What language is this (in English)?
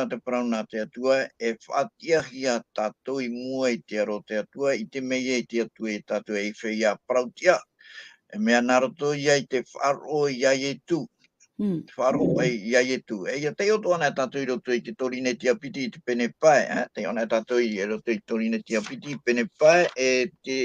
Tahitian